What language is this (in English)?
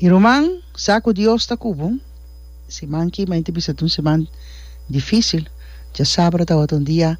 Papiamento